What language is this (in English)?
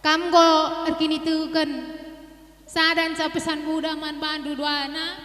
Batak Karo